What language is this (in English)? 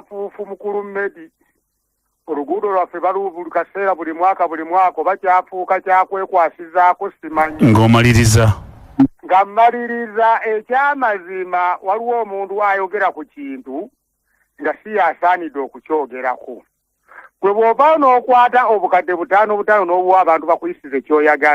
Ganda